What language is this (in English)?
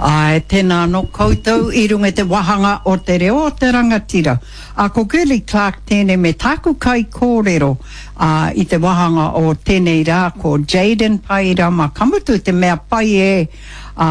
Māori